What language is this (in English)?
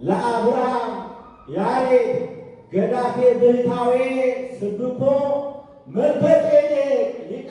Amharic